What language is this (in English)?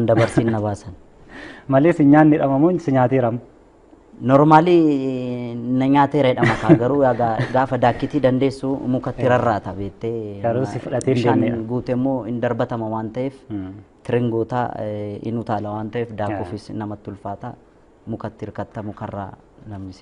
Oromo